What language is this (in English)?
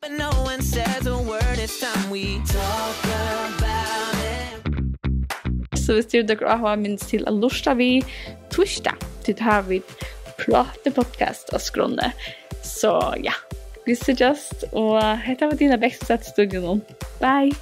Faroese